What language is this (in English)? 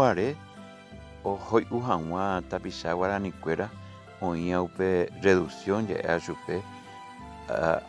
Guarani